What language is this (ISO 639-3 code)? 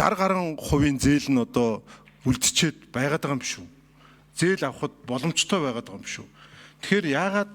mon